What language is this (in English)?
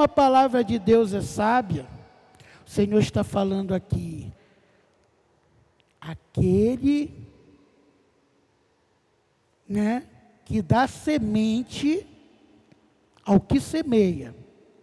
Portuguese